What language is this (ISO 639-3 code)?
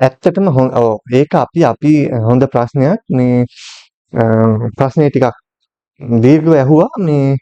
sin